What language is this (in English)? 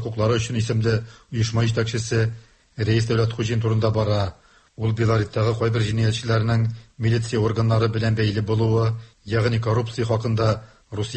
Tatar